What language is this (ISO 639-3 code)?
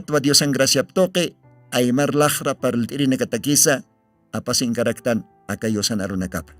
aym